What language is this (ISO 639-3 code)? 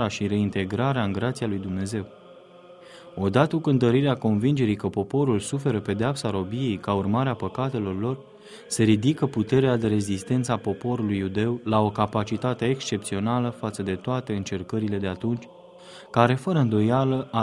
ron